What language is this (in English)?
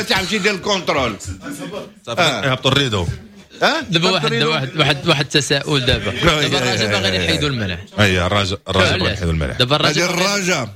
Moroccan Arabic